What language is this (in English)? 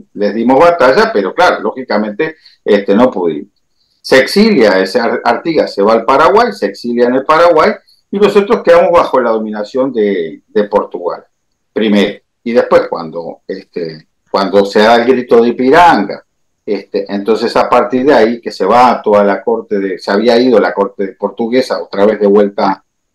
Spanish